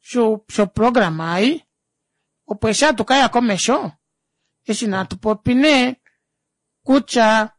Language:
Kuanyama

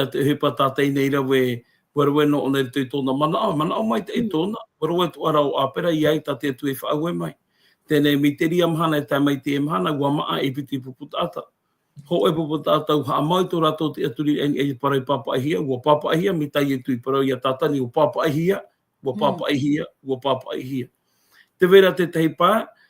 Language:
Tahitian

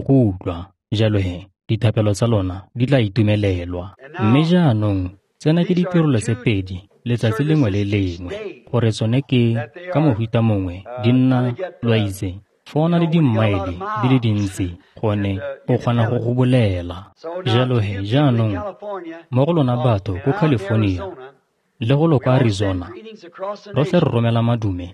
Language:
Tswana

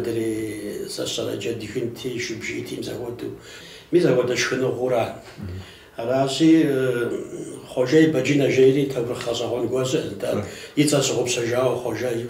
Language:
Kabardian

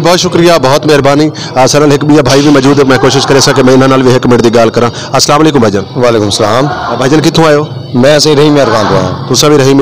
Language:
Saraiki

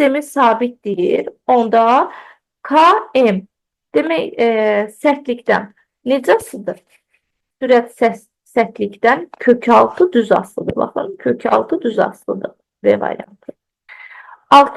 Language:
Azerbaijani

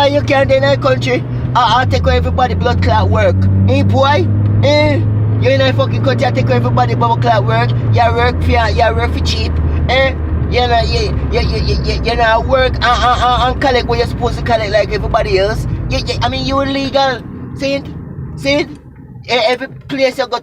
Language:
Jamaican Creole English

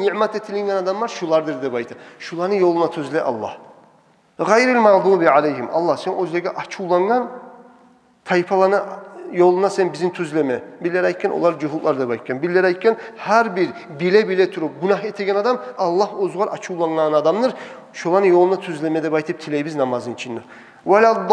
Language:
Kumyk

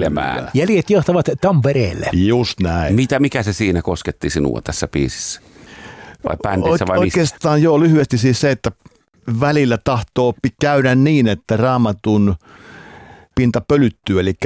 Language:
Finnish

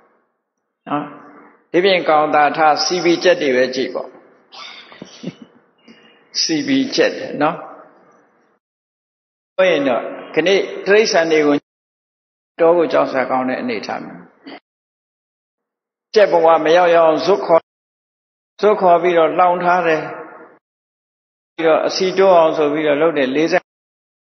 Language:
Burmese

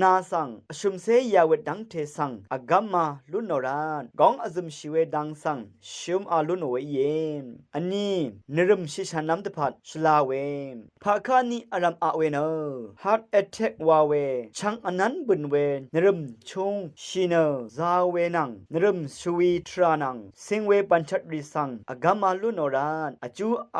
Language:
Rawang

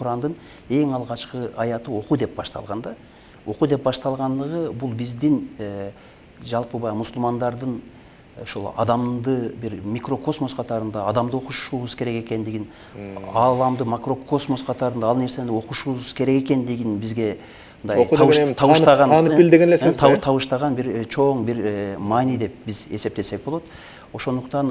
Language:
Kyrgyz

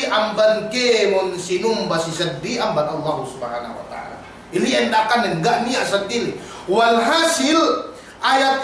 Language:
Yakan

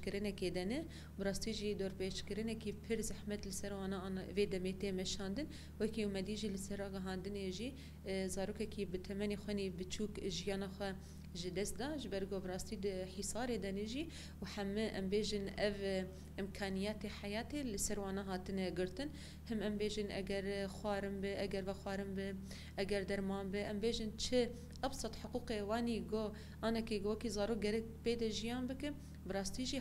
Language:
Kurdish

